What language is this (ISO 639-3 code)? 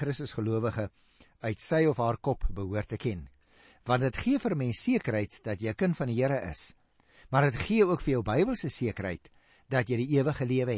afr